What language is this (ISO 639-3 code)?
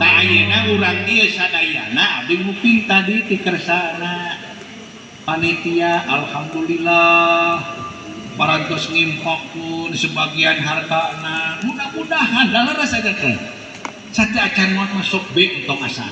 sun